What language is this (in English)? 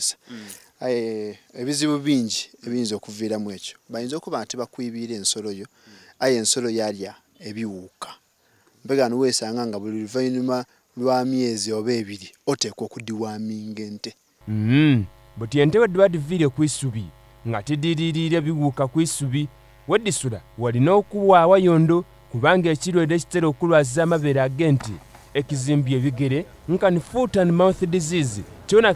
Soga